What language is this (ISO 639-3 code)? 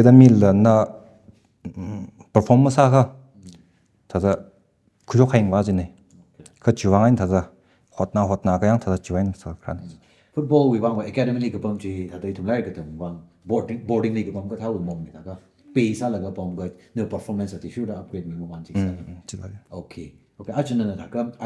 nmf